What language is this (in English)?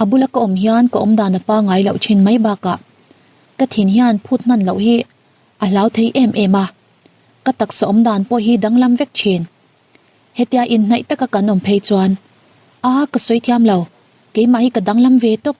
Mizo